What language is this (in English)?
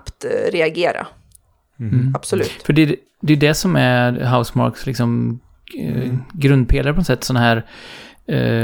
Swedish